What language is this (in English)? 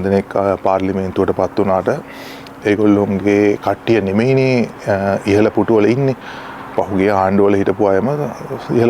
Sinhala